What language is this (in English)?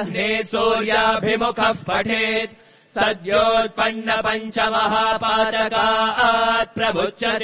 Sanskrit